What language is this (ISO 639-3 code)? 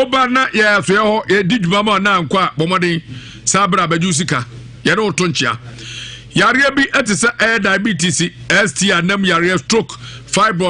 aka